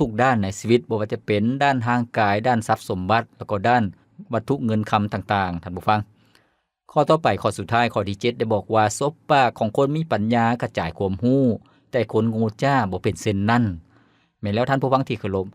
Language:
Lao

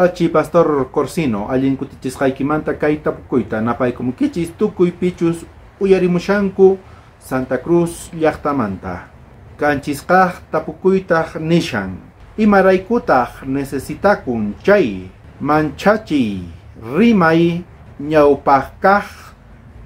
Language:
South Bolivian Quechua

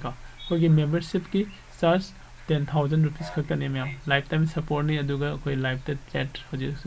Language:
Manipuri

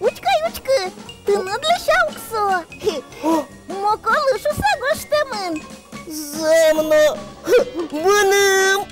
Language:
Udmurt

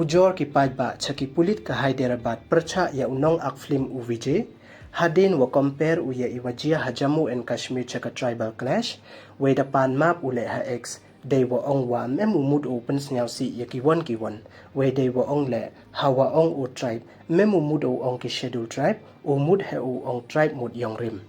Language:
Pnar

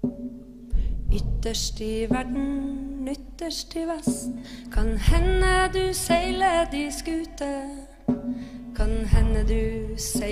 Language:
Norwegian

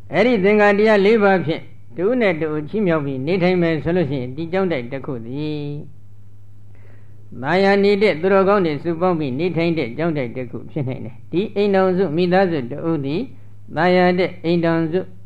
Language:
Burmese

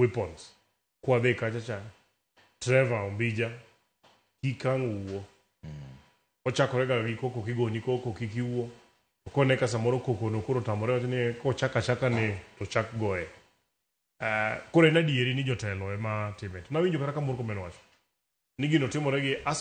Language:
Luo (Kenya and Tanzania)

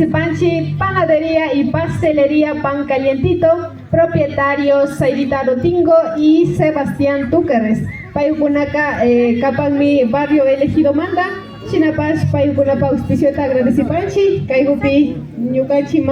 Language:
Imbabura Highland Quichua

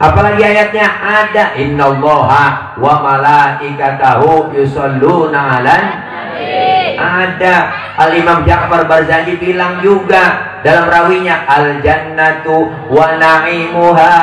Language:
Betawi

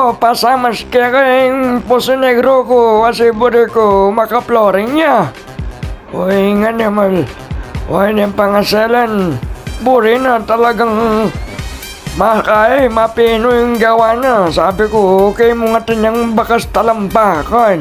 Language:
Pampanga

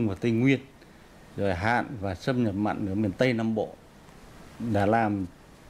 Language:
Vietnamese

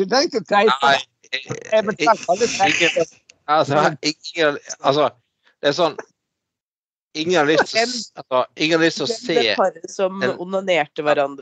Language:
Norwegian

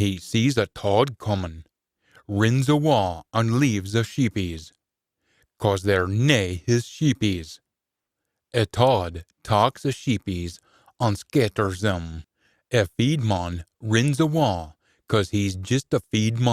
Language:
Scots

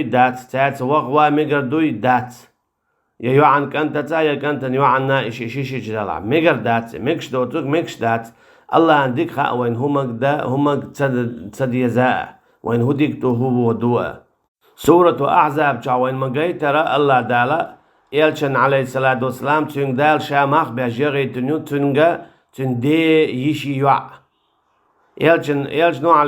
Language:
Chechen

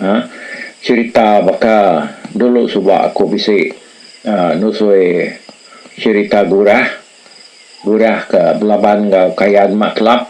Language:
Iban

